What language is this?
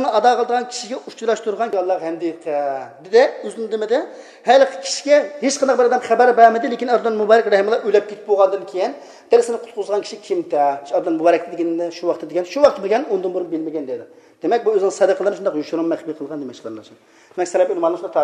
Uyghur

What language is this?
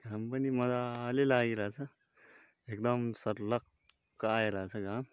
Nepali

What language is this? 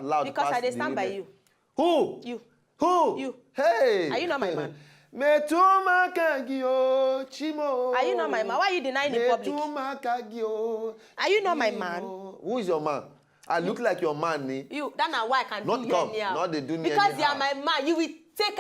Nigerian Pidgin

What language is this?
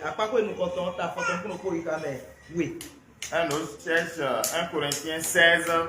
Fon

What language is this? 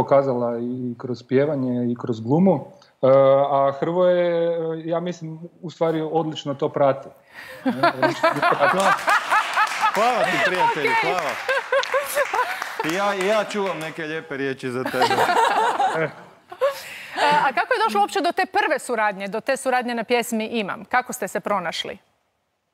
Croatian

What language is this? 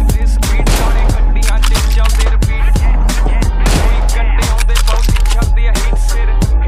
Punjabi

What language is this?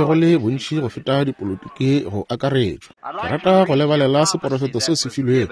Northern Sotho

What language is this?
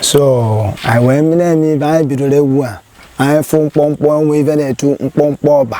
Igbo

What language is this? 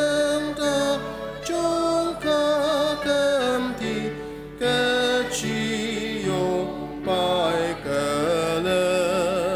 Ao Naga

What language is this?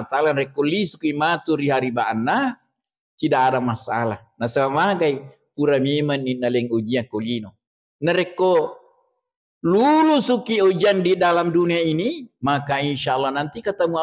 Buginese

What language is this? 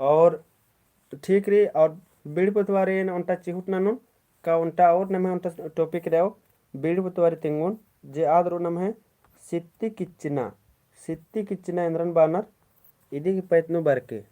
Kurukh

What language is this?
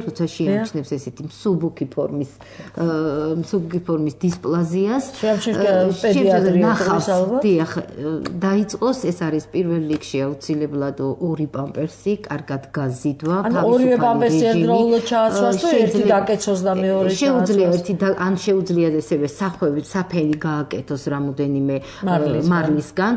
Georgian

